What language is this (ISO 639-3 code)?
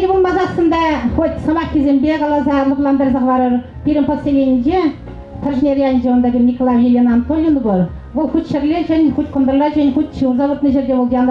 chv